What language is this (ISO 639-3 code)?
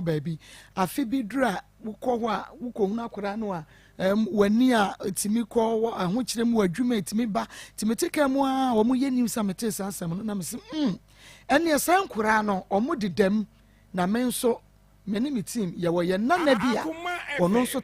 aka